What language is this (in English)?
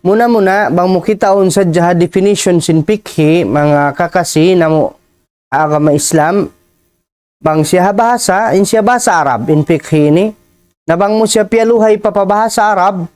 Tausug